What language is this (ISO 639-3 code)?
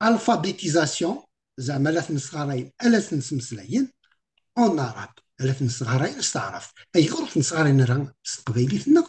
kab